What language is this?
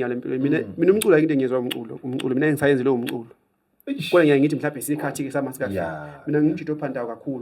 Zulu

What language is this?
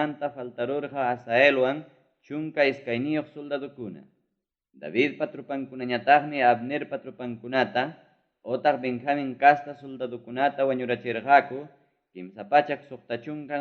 Ayacucho Quechua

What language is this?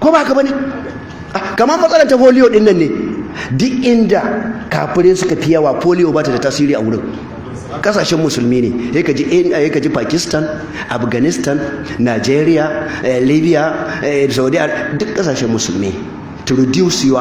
Hausa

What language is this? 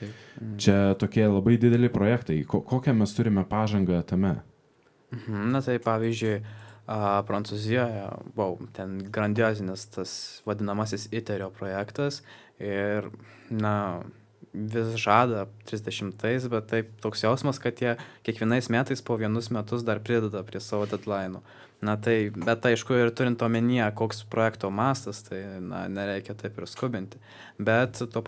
Lithuanian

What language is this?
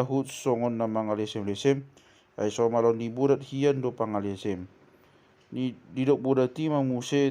Batak Toba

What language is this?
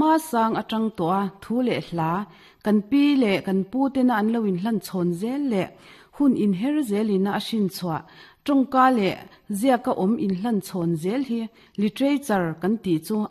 Mizo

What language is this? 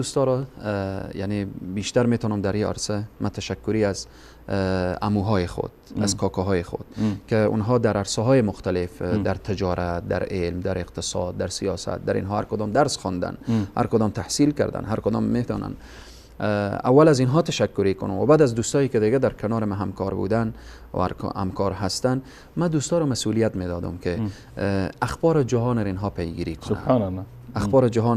Persian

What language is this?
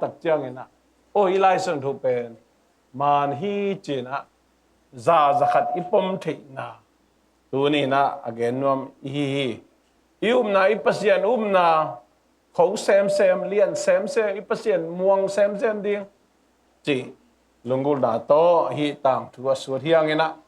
Tedim Chin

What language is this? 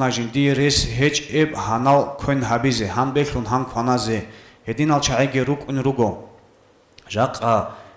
Avaric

